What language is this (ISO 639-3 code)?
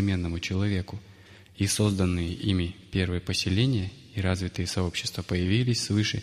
rus